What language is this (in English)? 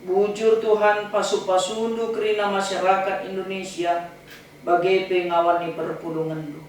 Batak Karo